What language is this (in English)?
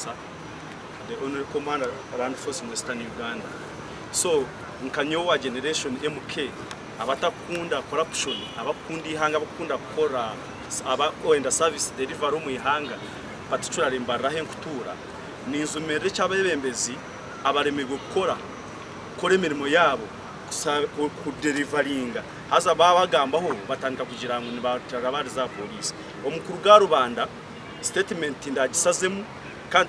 Nyankole